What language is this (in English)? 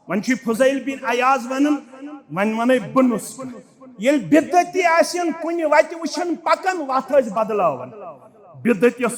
Kashmiri